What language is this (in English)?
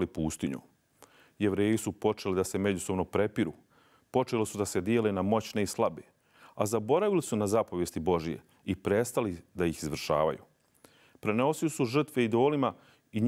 Bosnian